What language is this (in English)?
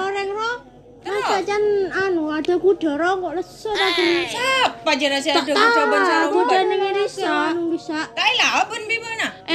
Madurese